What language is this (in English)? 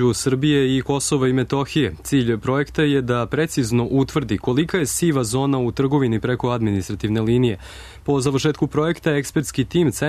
Serbian